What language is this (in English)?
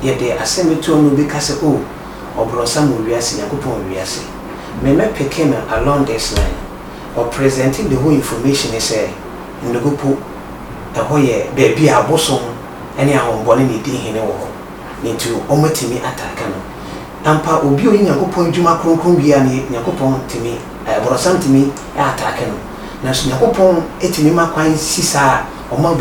Akan